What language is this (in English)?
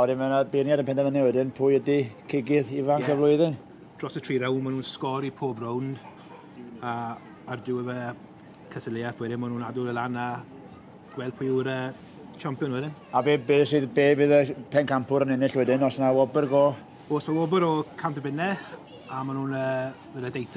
Welsh